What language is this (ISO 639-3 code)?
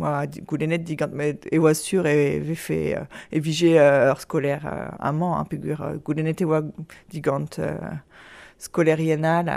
bre